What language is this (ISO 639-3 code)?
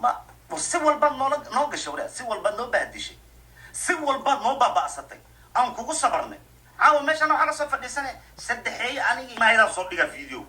som